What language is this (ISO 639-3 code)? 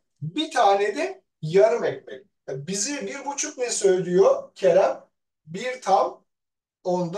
tur